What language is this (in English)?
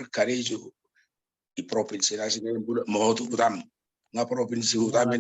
Batak Toba